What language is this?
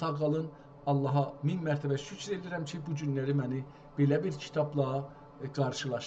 South Azerbaijani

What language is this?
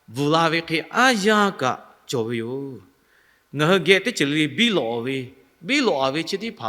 Lahu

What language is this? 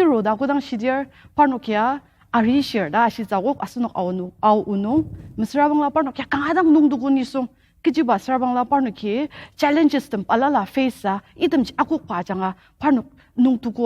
Ao Naga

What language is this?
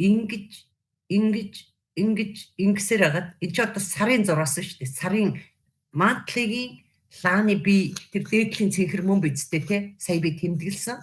Mongolian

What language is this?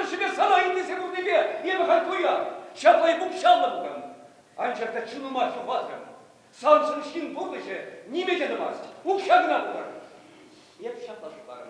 Chuvash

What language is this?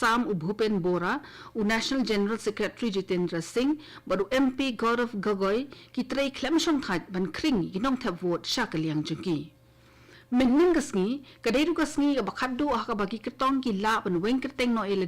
Khasi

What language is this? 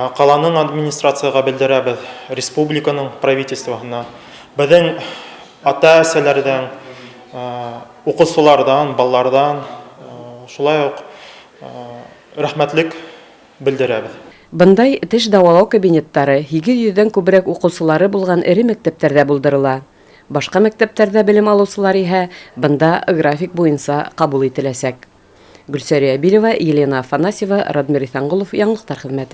Bashkir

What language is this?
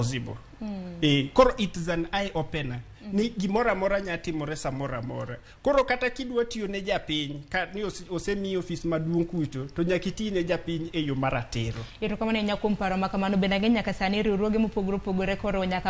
Luo (Kenya and Tanzania)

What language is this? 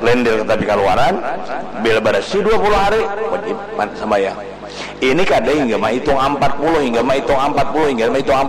Banjar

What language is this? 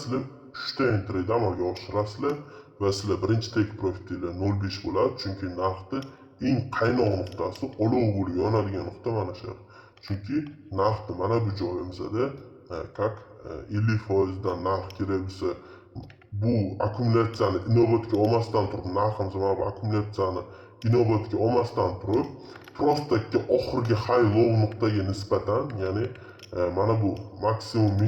Uzbek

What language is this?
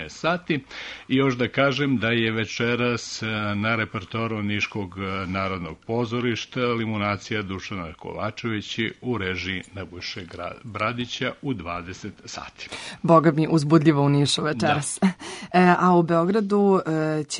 Serbian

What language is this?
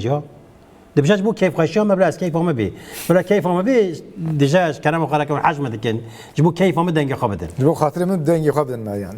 Kurdish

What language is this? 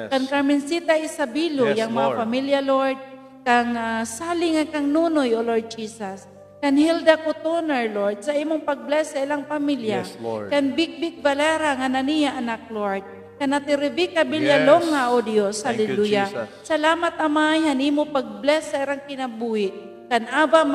Waray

